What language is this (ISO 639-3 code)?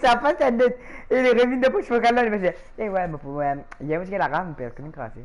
mfe